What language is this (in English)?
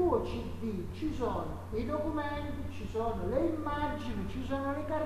Italian